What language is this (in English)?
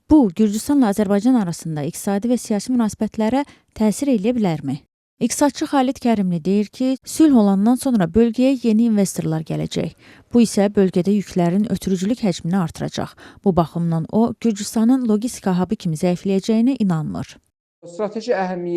Azerbaijani